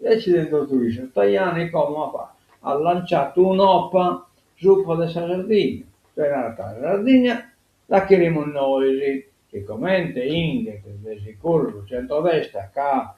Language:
Sardinian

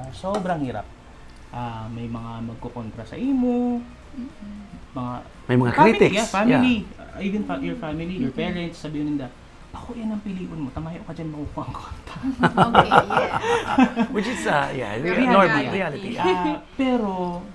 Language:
Bikol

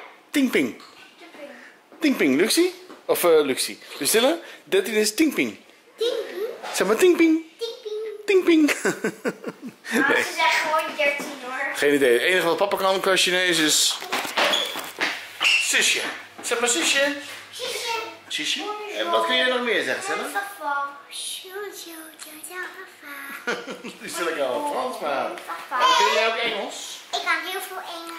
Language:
Dutch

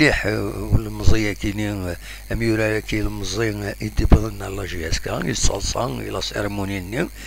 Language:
Kabyle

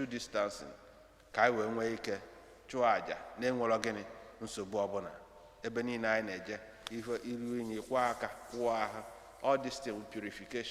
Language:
Igbo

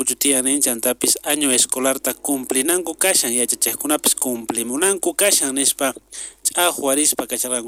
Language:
South Bolivian Quechua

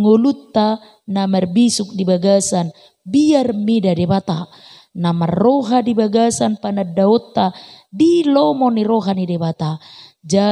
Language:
Batak Toba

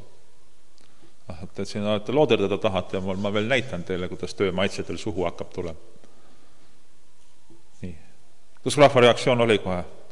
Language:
Estonian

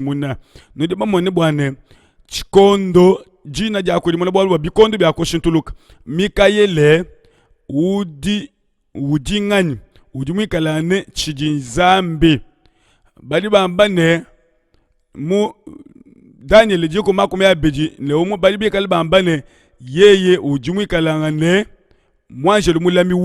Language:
Luba-Lulua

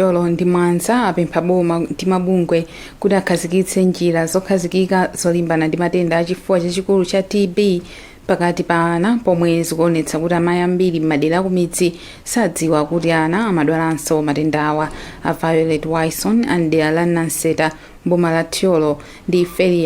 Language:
Nyanja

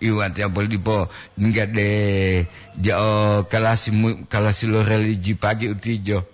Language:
Gorontalo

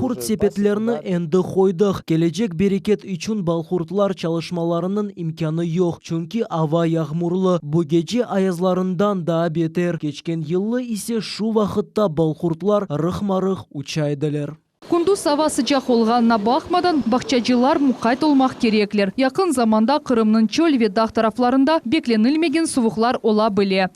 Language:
Crimean Tatar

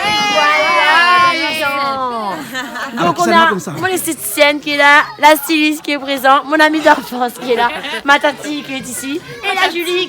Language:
Réunion Creole French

